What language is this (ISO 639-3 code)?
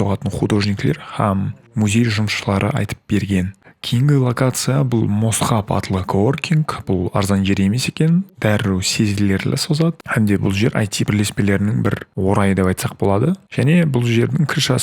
kaa